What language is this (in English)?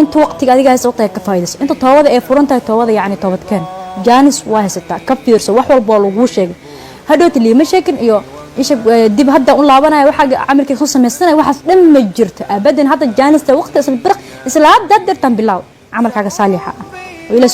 Somali